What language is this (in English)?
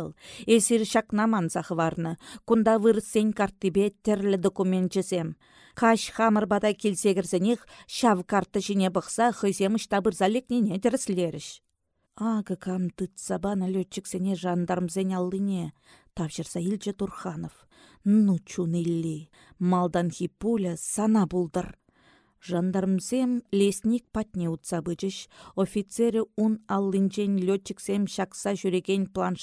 Chuvash